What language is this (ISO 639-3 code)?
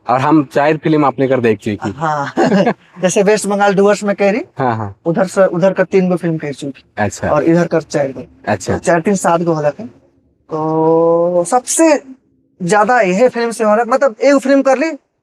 sck